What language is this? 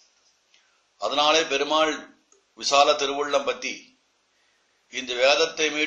Tamil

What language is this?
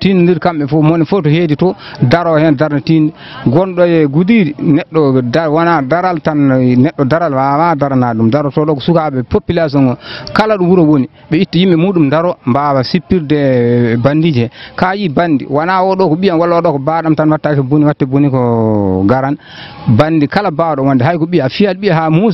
Fula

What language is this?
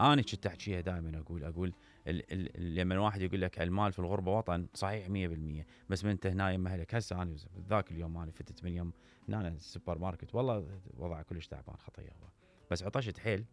Mesopotamian Arabic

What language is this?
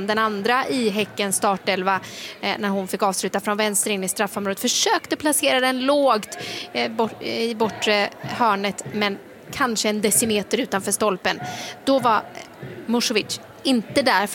Swedish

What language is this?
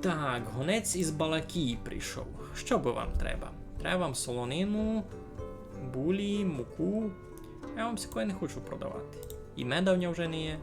Rusyn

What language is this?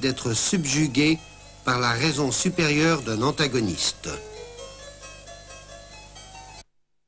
French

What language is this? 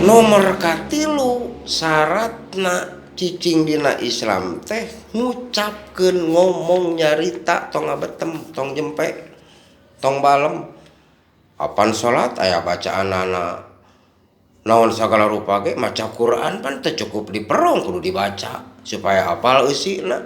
Sundanese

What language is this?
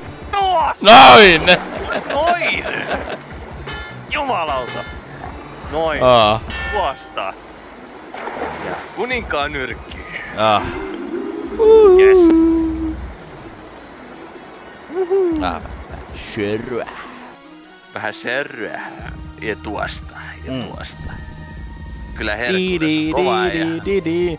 Finnish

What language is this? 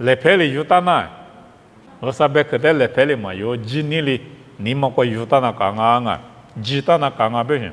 Lisu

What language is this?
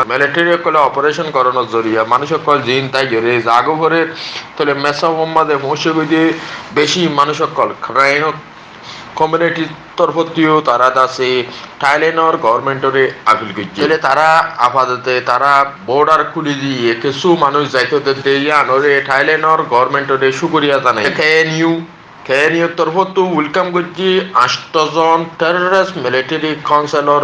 Rohingya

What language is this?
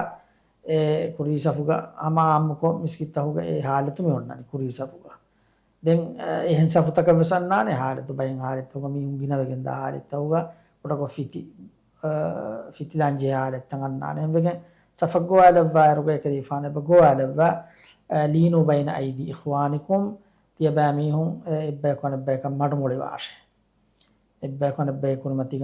Divehi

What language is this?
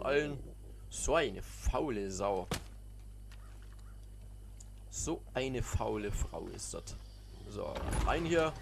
German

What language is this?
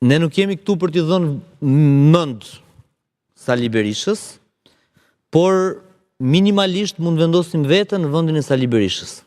Albanian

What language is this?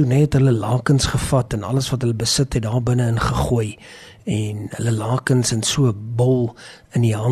Afrikaans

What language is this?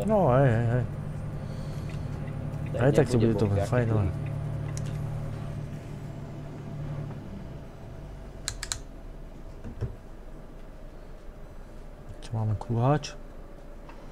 Slovak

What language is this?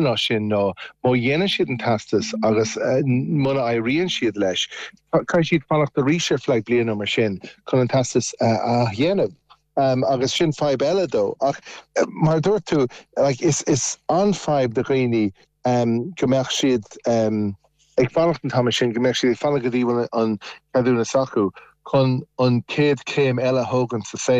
Irish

